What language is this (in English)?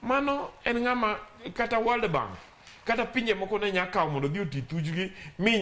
Luo (Kenya and Tanzania)